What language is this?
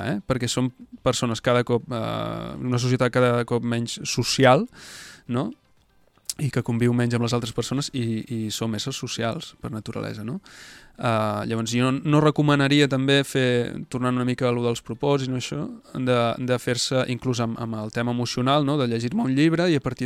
Catalan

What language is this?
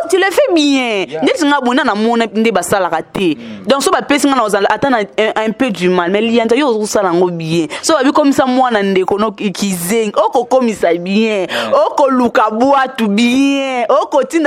Lingala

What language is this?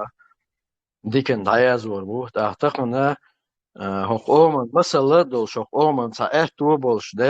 Chechen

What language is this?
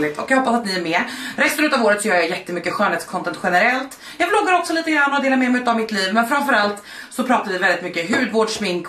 Swedish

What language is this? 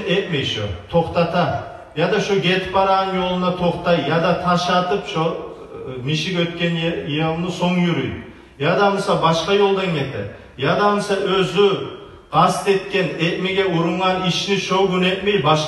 Kumyk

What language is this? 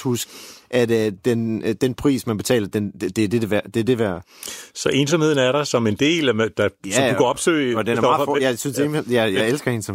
Danish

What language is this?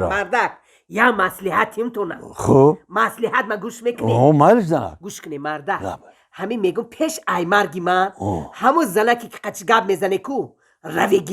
Tajik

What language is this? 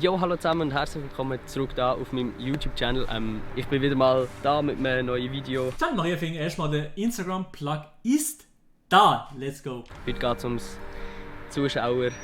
Swiss German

